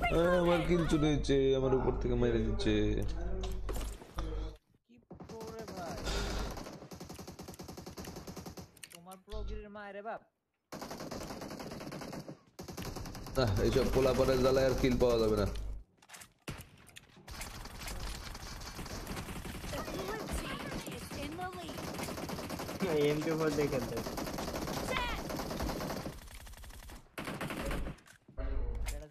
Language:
Bangla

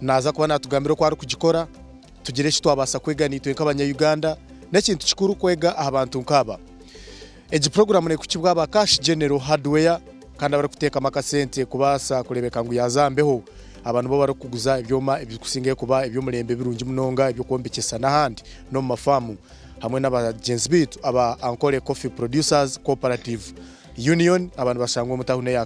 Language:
Nyankole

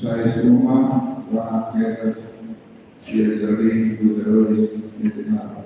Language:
Tetum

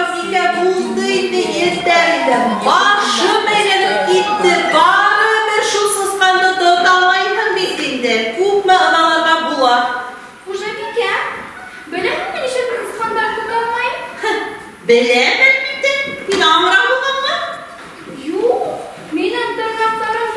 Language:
Bashkir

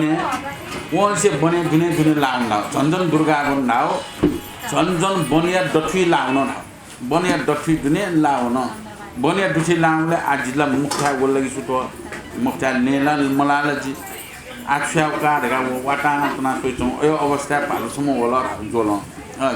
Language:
Newari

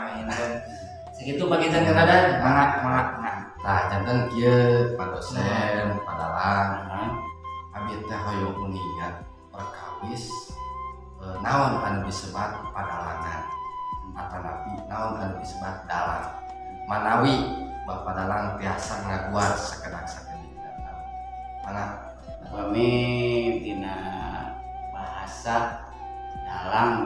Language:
Sundanese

